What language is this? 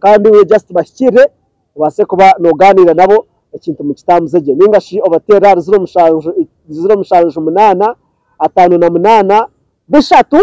Nyankole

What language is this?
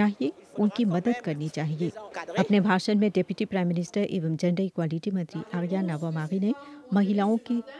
Hindi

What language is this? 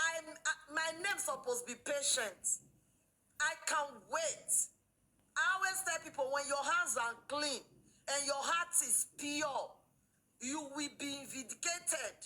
Nigerian Pidgin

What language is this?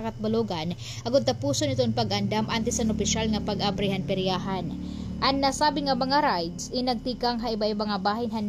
Waray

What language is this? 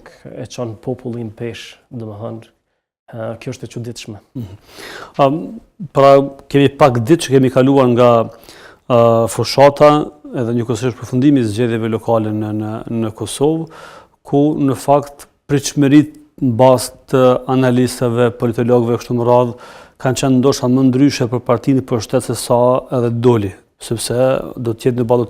Albanian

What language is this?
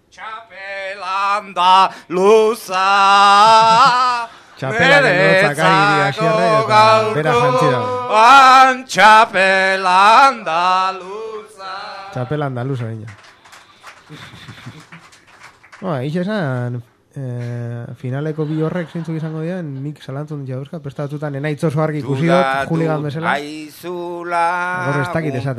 Basque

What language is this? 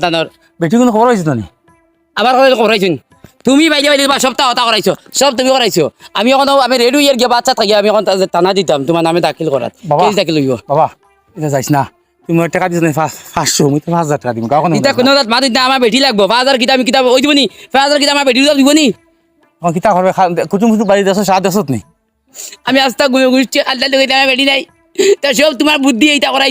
Sylheti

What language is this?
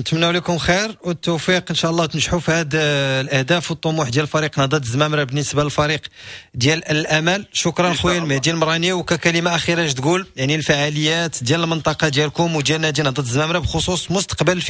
Moroccan Arabic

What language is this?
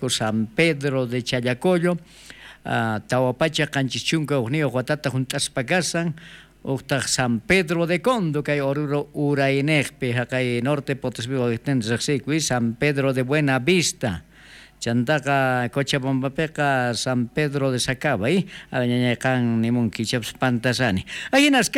South Bolivian Quechua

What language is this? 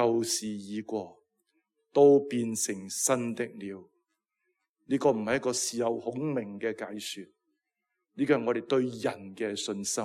Cantonese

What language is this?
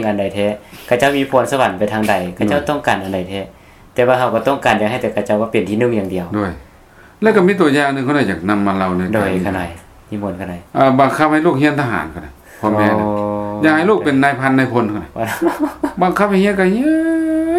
Lao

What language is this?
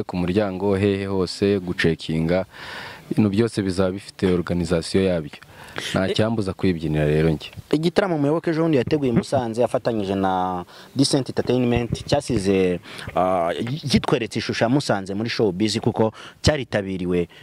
Kinyarwanda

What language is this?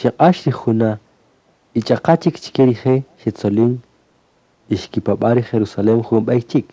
Kaqchikel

